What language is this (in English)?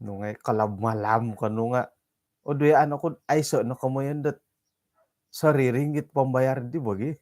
Central Dusun